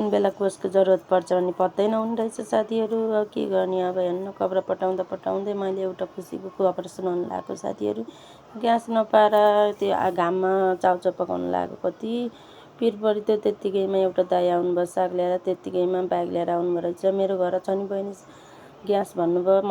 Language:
Nepali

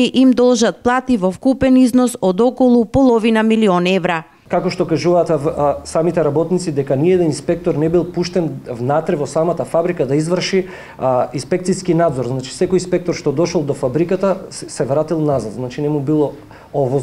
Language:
Macedonian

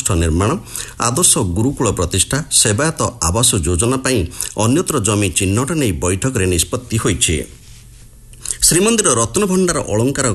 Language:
Odia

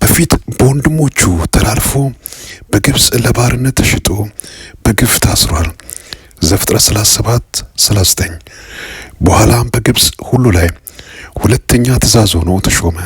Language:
Amharic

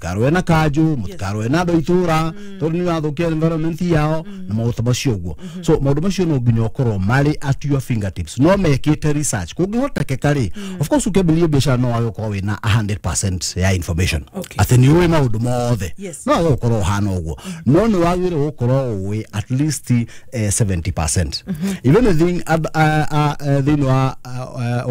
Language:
Kikuyu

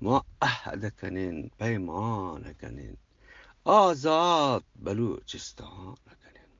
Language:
Eastern Balochi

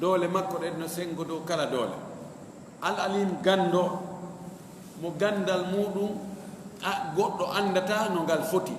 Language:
Fula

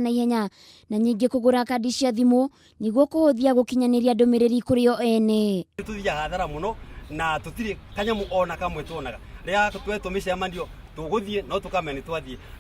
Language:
Kikuyu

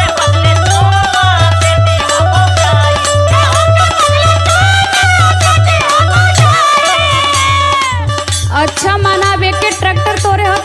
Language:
Bhojpuri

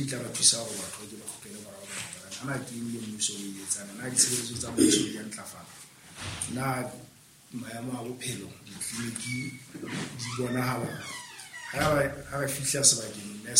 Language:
Southern Sotho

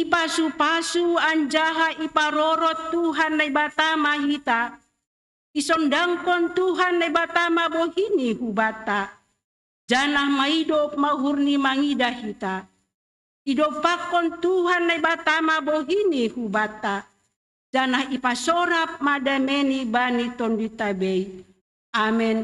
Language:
Batak Simalungun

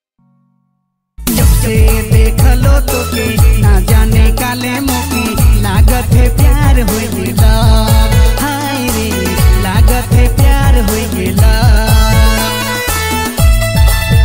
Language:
Sadri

